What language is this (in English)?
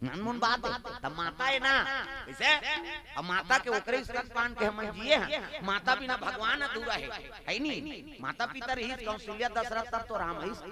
Chhattisgarhi